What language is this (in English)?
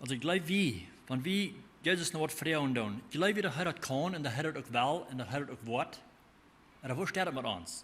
Plautdietsch